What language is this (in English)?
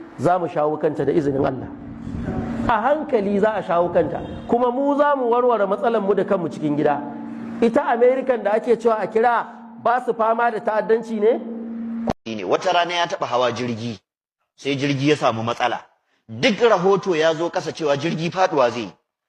Hausa